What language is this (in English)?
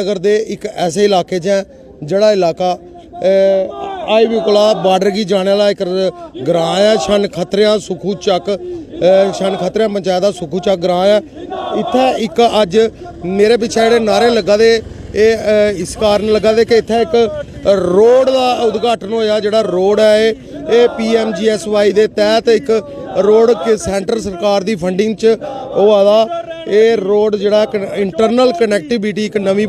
Dogri